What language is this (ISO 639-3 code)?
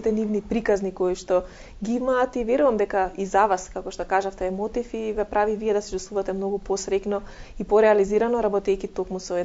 mkd